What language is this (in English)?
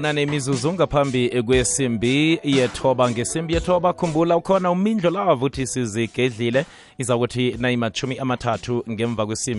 South Ndebele